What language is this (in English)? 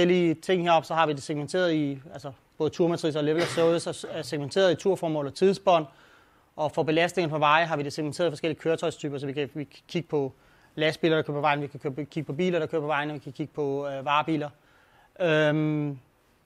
Danish